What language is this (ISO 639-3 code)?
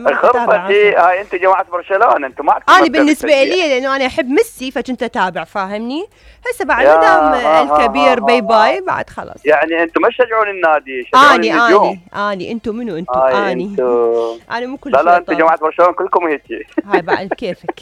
acm